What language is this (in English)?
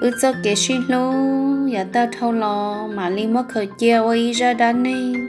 Hmong